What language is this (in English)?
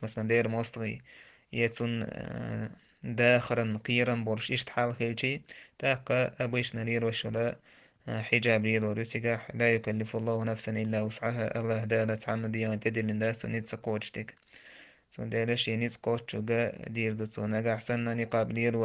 Chechen